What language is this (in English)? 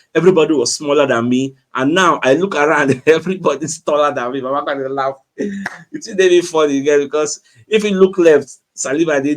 Nigerian Pidgin